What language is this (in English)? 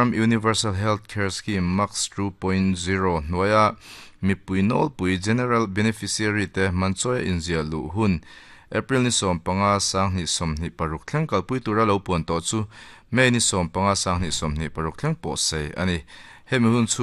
Mizo